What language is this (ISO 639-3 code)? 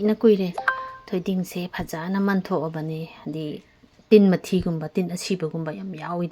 mni